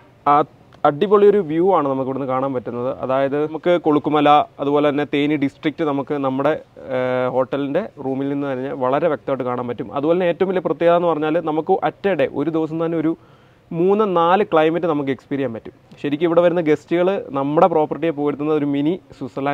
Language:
Malayalam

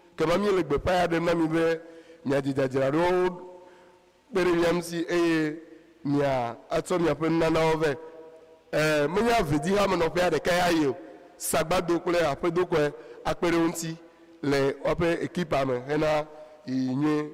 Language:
Ewe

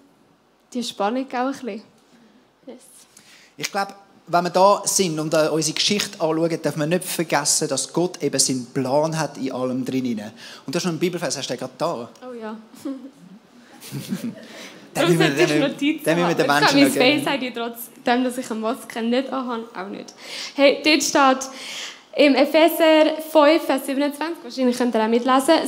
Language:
Swiss German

